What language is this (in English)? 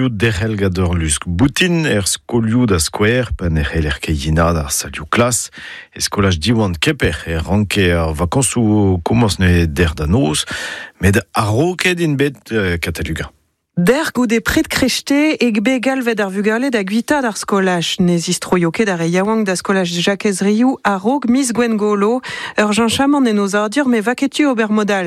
Breton